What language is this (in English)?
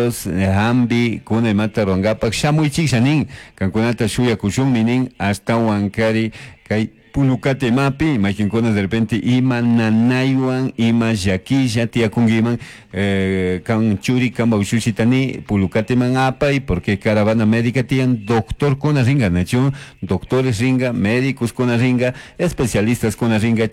Chimborazo Highland Quichua